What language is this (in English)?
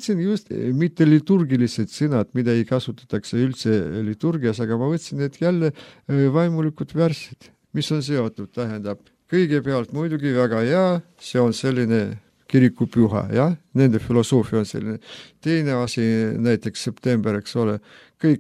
Estonian